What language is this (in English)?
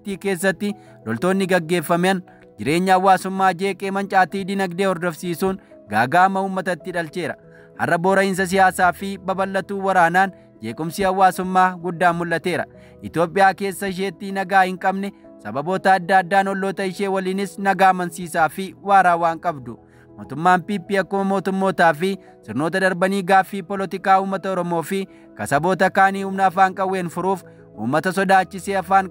Oromo